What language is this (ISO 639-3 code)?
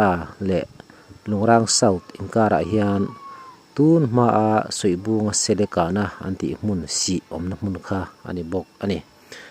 lus